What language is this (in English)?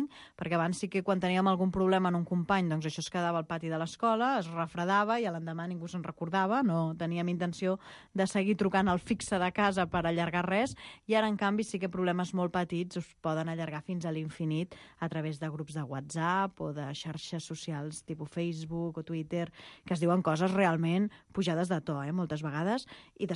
Catalan